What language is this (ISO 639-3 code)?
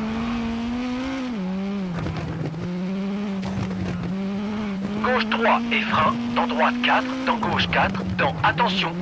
fra